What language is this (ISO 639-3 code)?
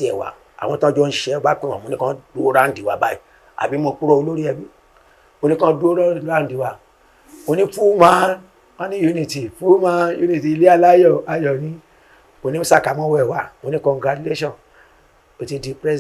yor